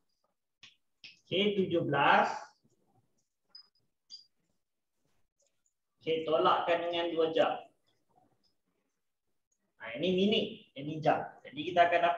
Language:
Malay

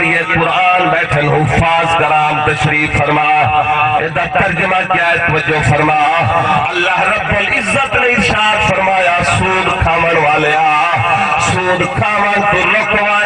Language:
Saraiki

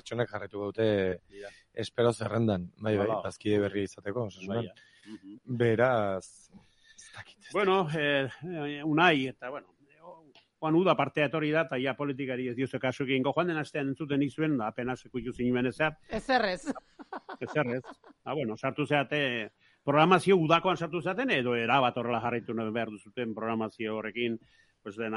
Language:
Basque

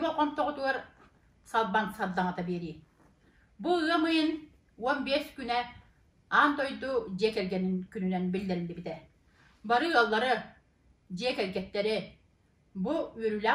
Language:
Yakut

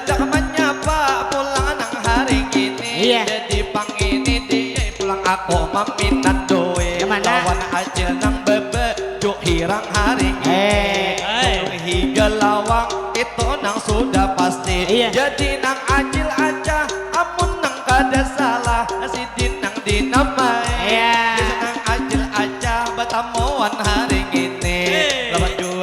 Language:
Banjar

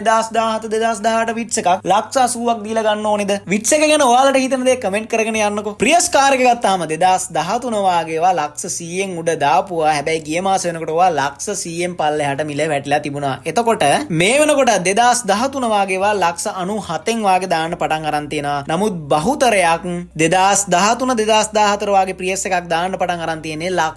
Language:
Sinhala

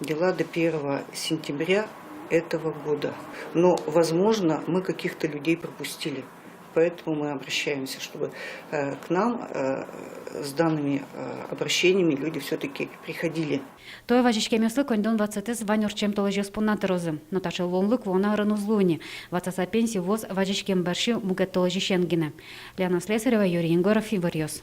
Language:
Udmurt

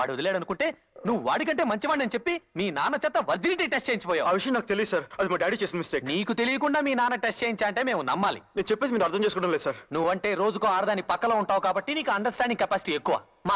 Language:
Telugu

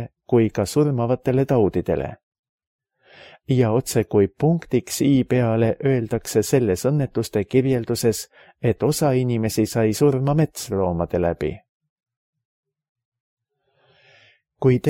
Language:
Estonian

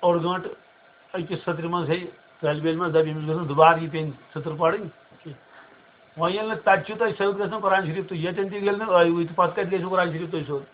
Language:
Kashmiri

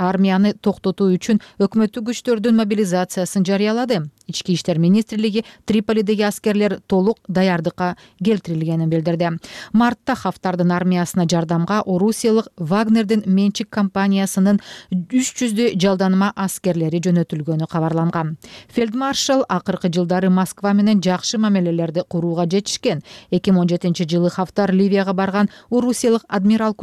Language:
Kyrgyz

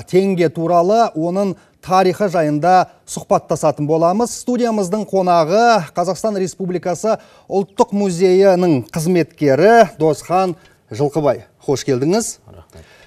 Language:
Kazakh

